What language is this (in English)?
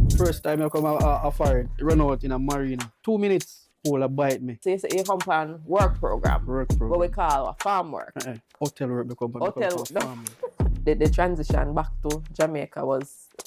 Jamaican Creole English